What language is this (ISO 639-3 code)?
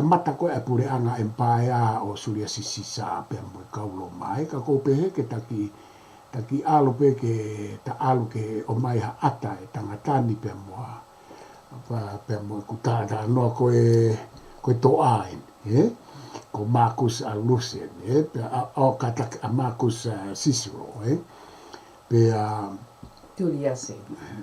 ton